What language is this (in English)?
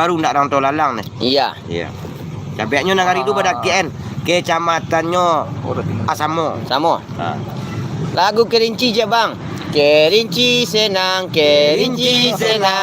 Minangkabau